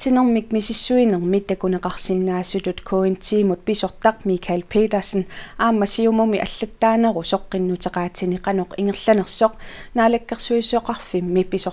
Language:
Kalaallisut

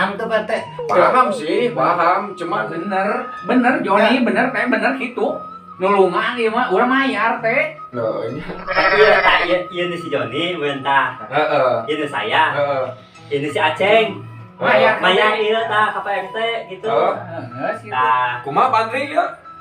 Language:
Sundanese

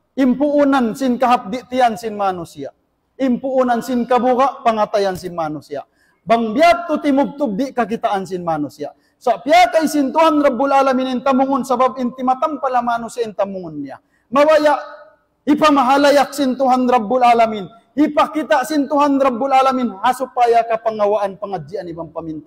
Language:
Tausug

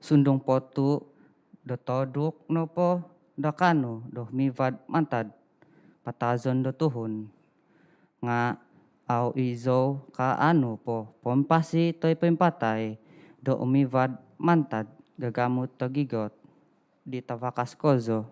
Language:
Central Dusun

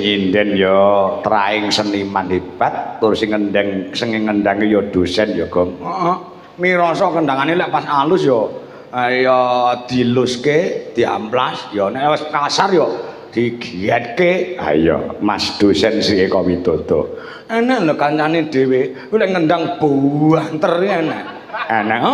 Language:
Javanese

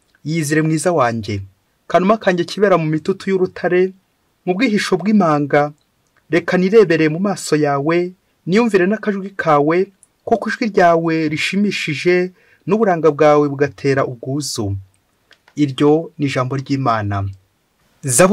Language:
Kinyarwanda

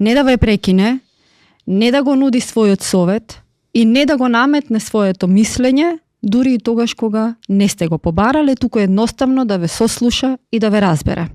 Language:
Macedonian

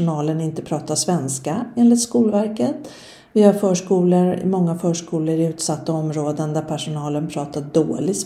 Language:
Swedish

